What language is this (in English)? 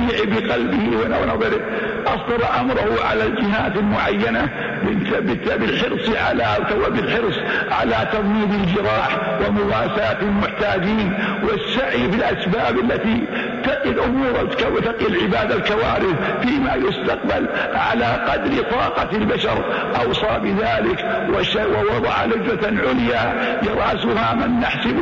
Arabic